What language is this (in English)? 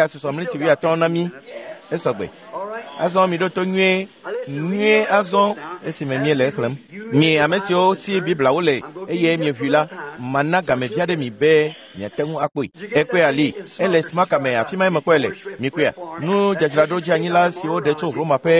Ewe